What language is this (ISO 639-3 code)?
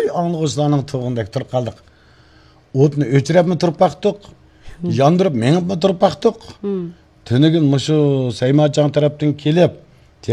uig